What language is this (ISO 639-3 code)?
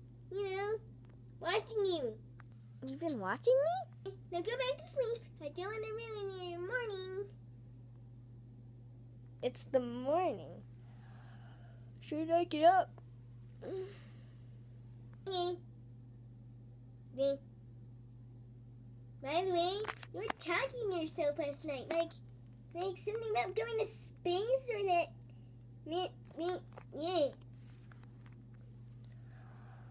eng